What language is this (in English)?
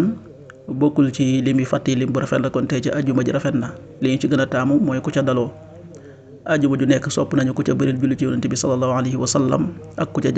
Wolof